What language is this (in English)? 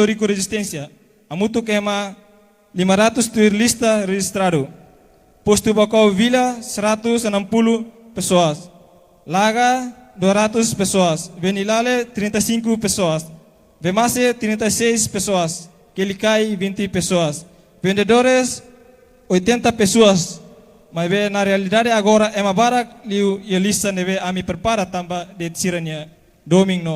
Tetum